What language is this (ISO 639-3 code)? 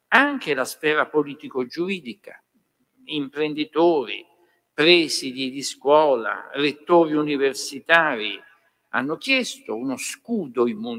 ita